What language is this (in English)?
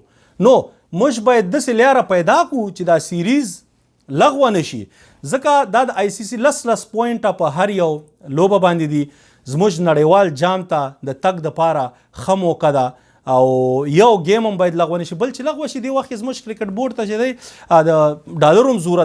Pashto